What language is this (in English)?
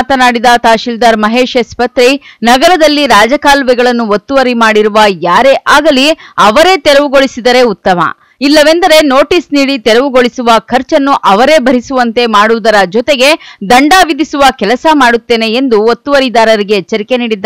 Kannada